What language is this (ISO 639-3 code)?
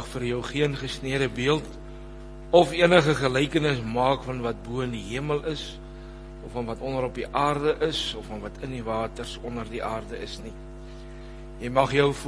afr